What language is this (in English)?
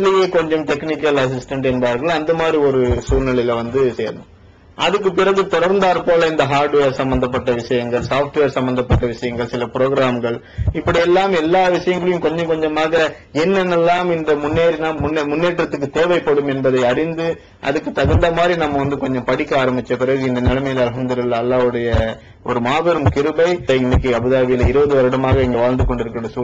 Tamil